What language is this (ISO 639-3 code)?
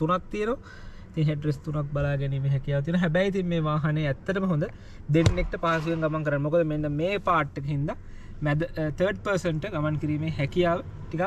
sin